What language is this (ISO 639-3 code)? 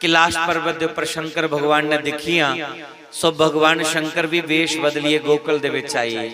doi